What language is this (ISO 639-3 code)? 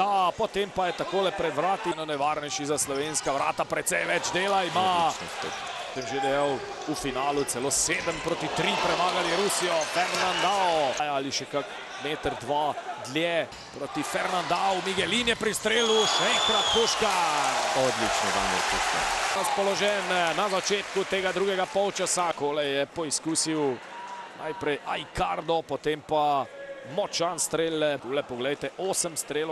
slv